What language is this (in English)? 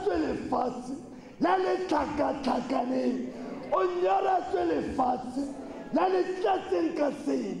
Tswana